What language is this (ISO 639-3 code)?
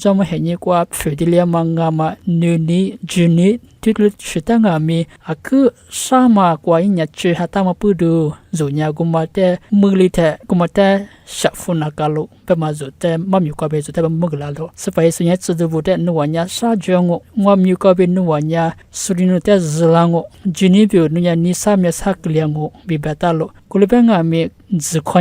lis